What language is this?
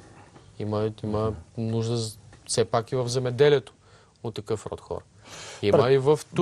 Bulgarian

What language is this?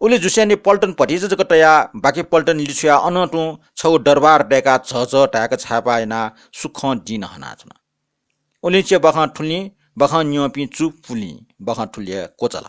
Newari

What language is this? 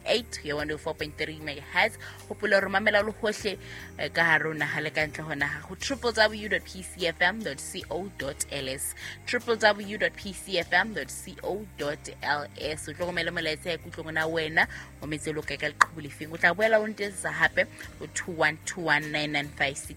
Southern Sotho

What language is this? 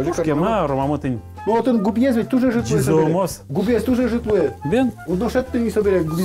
Udmurt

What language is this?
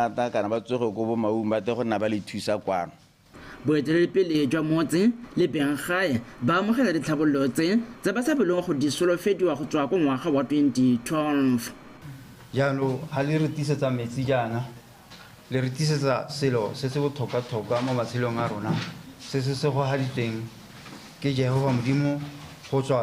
Tswana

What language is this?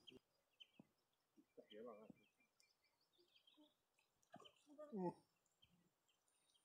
Swedish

